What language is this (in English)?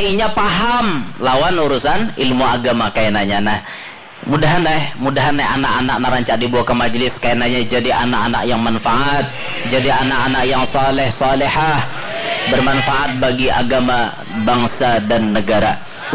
Banjar